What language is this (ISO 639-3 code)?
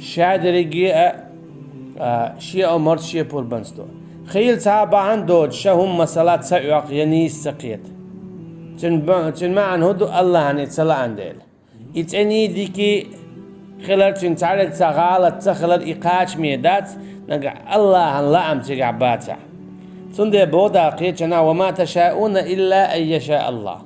che